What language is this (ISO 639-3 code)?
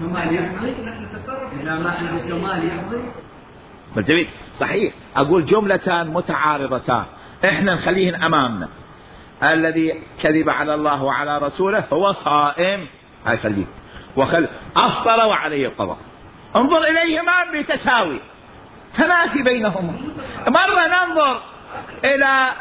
acm